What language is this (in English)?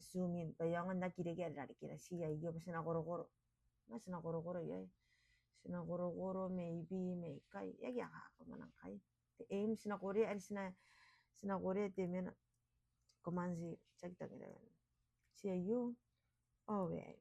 Gilbertese